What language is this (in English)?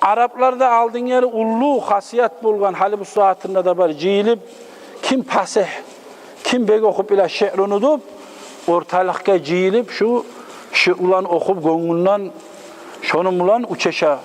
Kumyk